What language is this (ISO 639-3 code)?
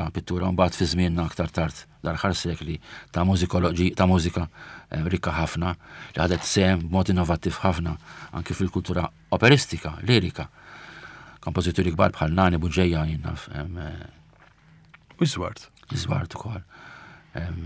mlt